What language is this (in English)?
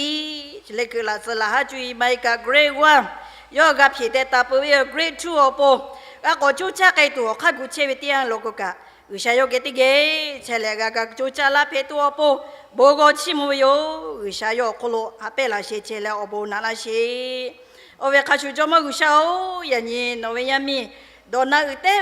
Lahu